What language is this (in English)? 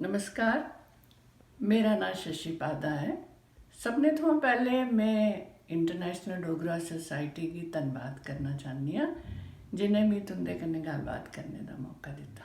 Dogri